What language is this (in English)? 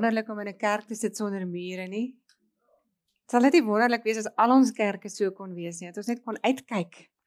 Afrikaans